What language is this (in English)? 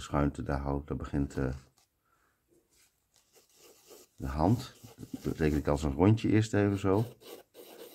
Dutch